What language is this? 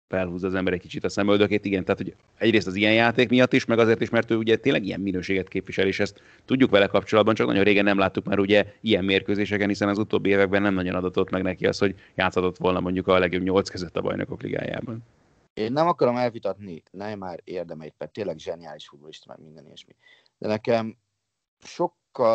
Hungarian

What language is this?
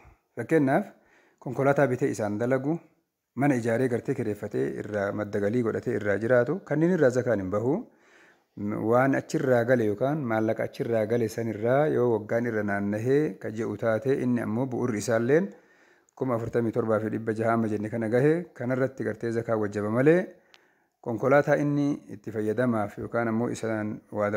Oromo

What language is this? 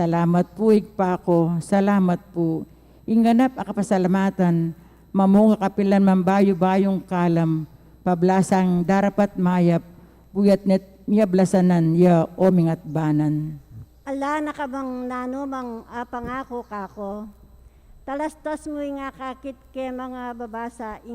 Pampanga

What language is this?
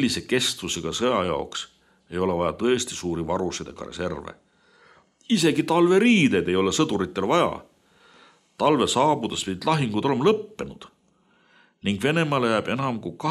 Estonian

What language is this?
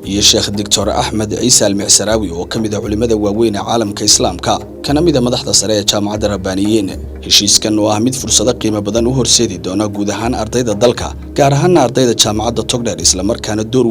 Somali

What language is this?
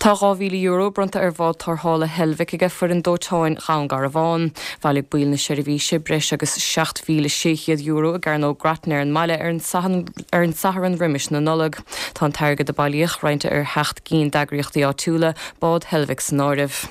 Irish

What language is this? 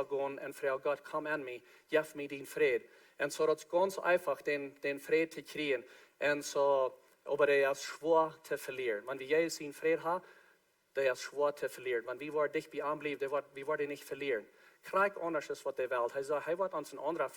Plautdietsch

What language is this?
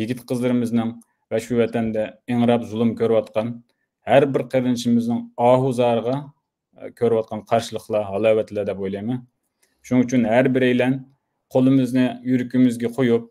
Uyghur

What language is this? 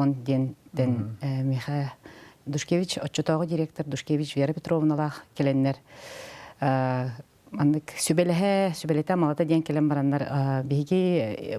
Yakut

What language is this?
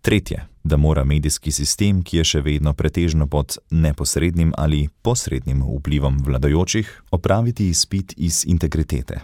Slovenian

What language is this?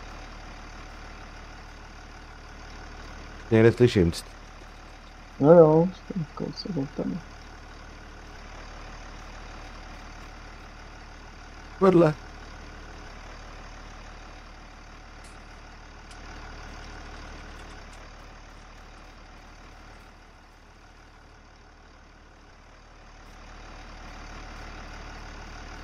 Czech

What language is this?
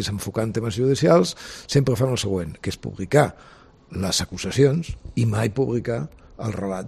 Catalan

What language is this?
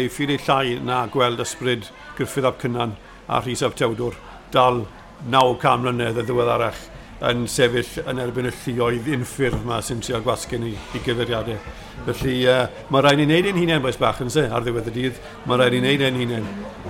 Welsh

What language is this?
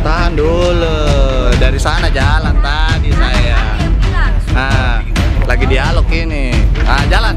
Makassar Malay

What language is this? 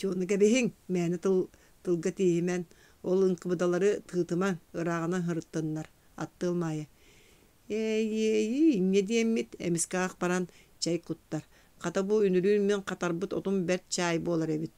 Yakut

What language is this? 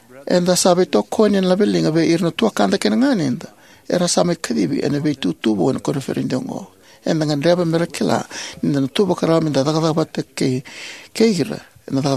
Fijian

